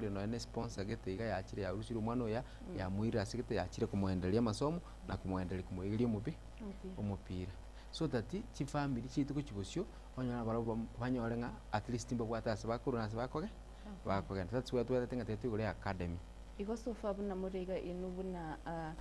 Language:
Gusii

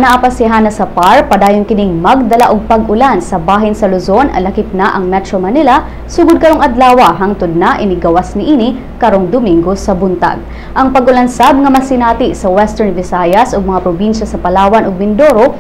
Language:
Cebuano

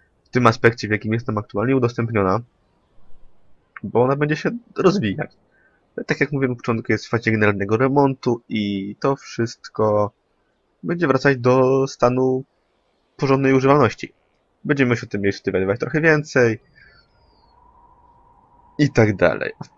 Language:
Polish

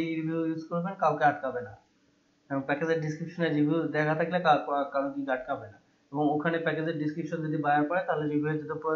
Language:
Bangla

